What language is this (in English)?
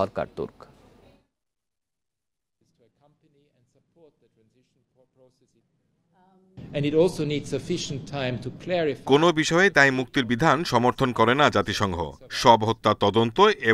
Bangla